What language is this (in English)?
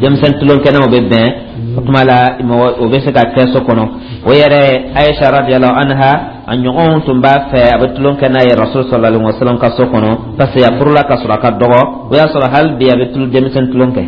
Dyula